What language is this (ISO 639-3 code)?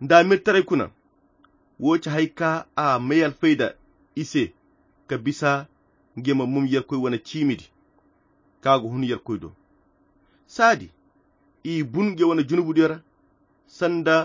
khq